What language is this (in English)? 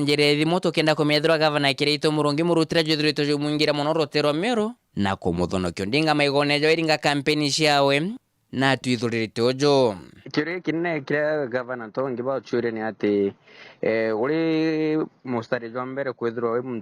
Meru